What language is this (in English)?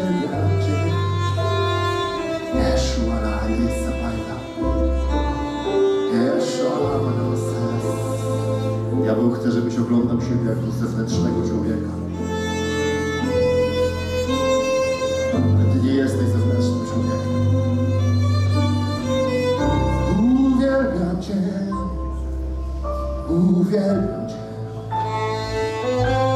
Polish